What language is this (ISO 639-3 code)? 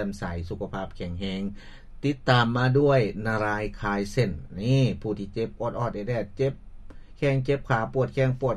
lao